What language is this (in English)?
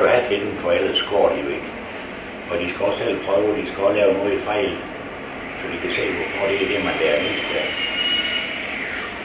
Danish